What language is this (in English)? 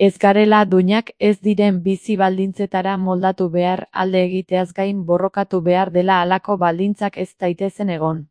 Basque